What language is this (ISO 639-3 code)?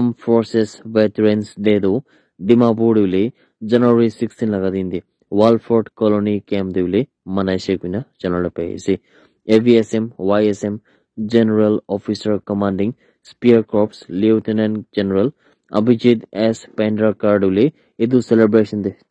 nag